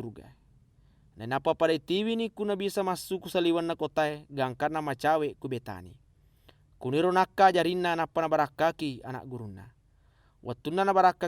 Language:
Buginese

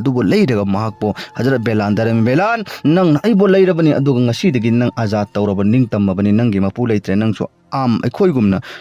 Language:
Manipuri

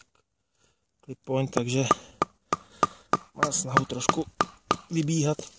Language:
Czech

